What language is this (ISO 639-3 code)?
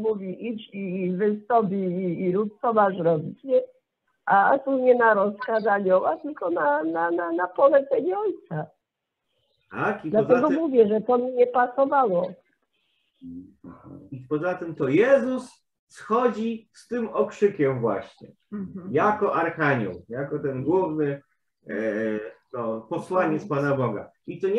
pol